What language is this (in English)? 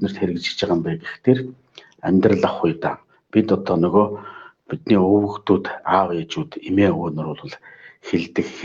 Mongolian